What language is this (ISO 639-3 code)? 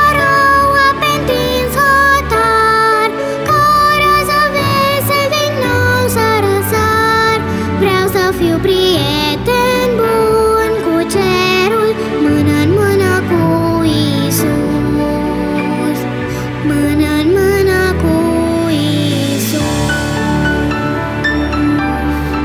ron